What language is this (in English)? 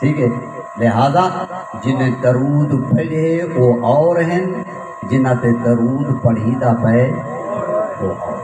Saraiki